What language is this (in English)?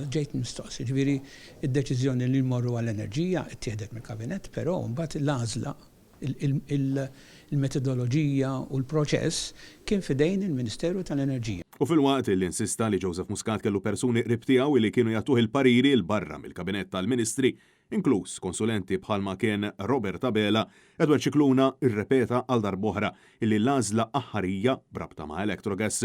Maltese